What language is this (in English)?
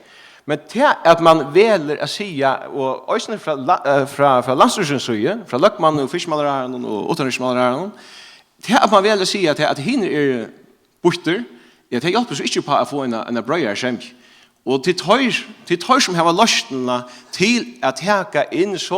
Faroese